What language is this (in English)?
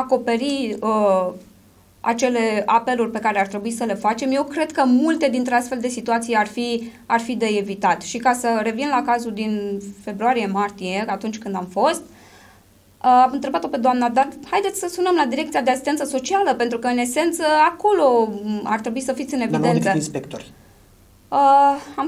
Romanian